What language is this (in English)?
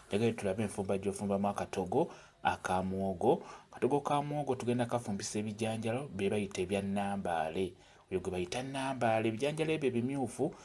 Ganda